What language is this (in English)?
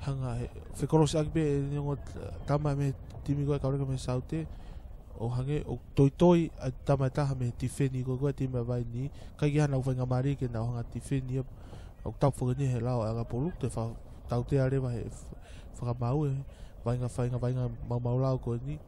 Tongan